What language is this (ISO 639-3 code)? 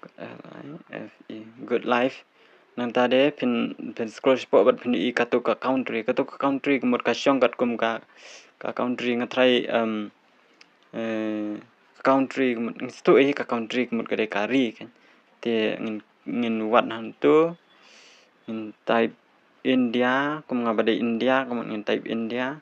kha